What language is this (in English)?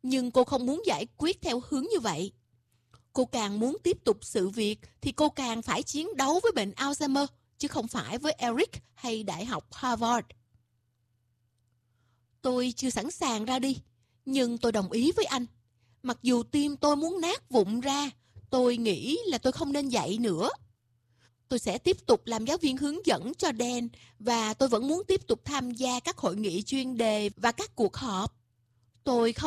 Vietnamese